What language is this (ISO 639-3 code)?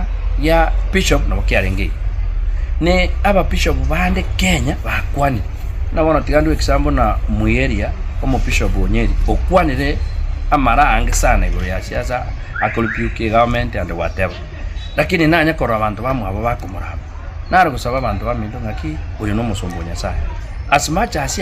guz